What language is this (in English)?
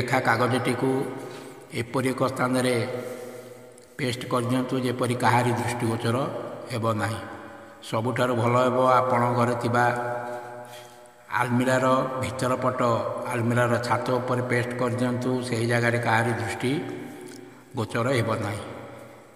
Odia